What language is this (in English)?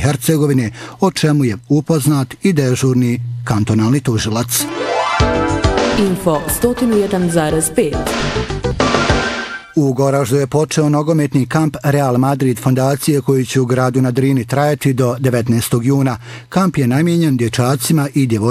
Bosnian